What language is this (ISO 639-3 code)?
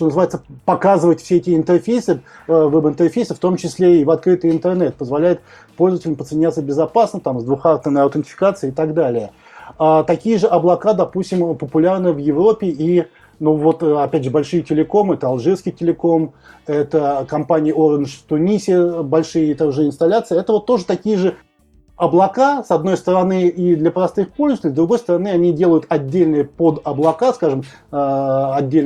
rus